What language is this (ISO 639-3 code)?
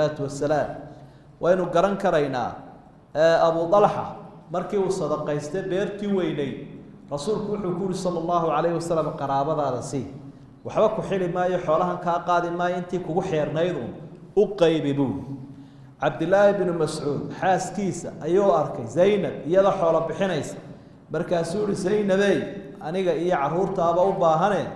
som